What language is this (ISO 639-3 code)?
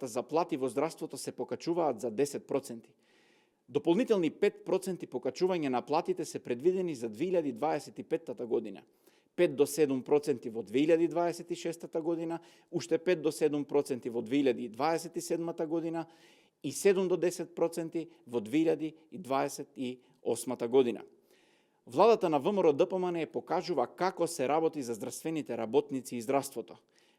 mkd